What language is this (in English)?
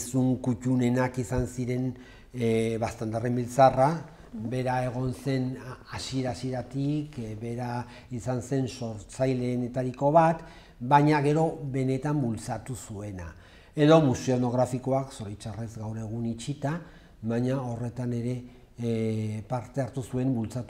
Basque